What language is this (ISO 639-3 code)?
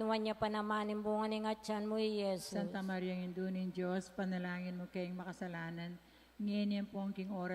pam